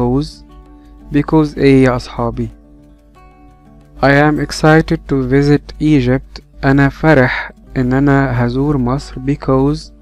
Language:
Egyptian Arabic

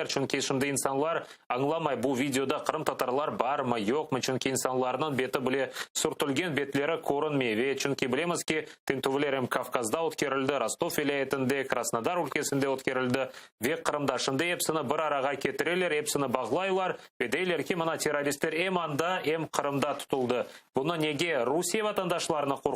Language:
Crimean Tatar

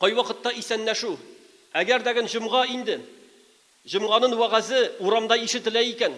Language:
Tatar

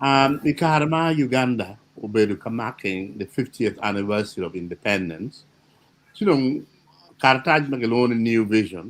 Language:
Acoli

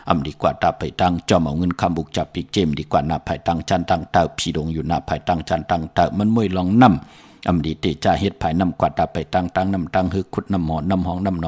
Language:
Shan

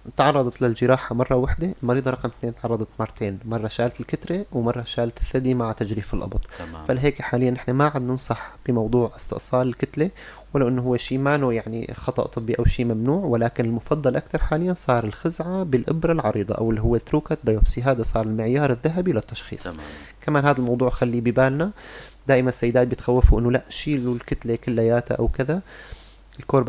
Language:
North Levantine Arabic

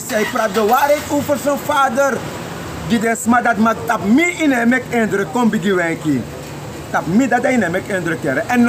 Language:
Sranan Tongo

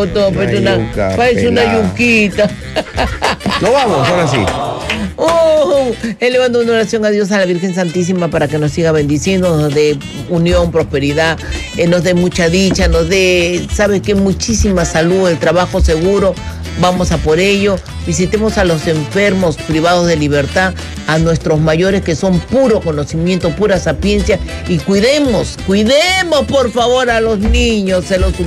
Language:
Spanish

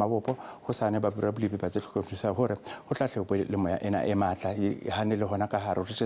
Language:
Southern Sotho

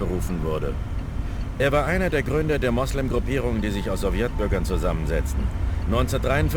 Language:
Bavarian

